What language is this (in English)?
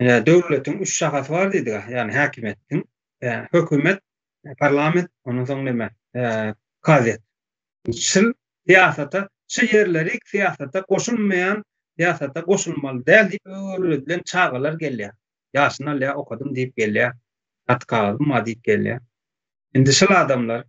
Turkmen